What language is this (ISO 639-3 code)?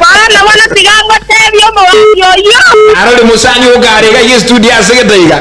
guz